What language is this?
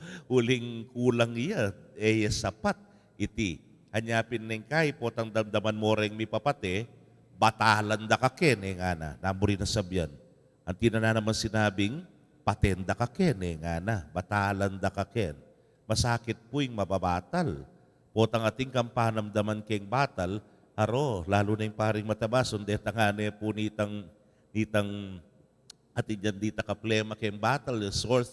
Pampanga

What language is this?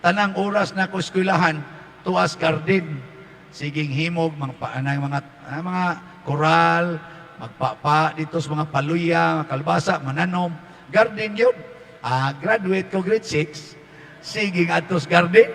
Cebuano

